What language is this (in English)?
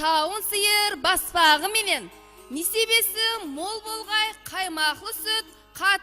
Kara-Kalpak